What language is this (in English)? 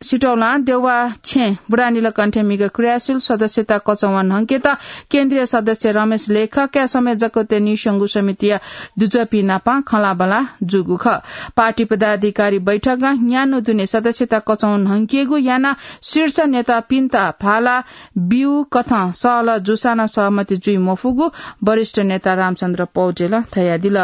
Newari